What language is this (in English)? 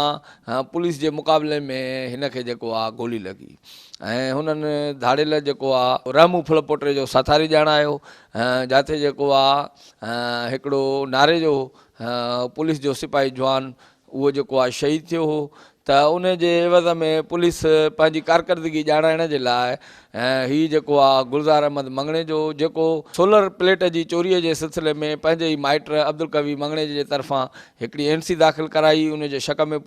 Sindhi